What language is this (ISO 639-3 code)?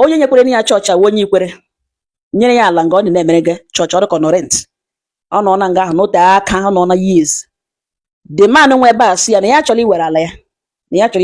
ibo